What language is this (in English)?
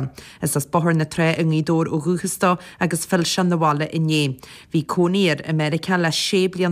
Irish